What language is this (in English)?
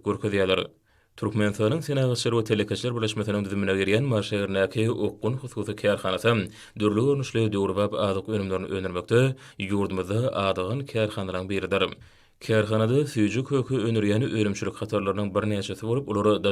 Turkmen